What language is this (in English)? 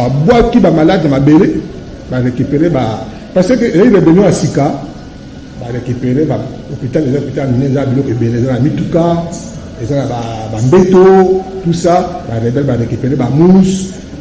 Lingala